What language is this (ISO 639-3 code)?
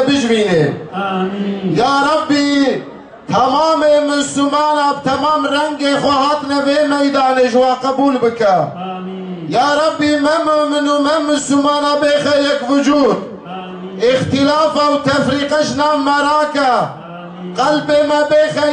kur